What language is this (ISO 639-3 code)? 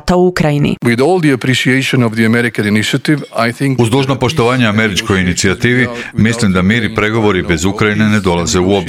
hrv